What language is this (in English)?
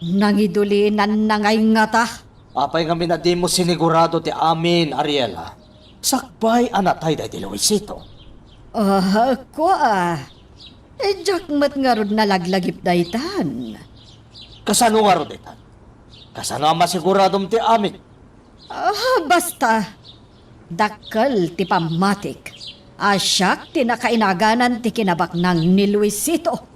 Iloko